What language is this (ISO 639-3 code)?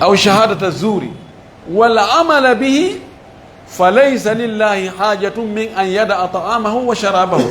ful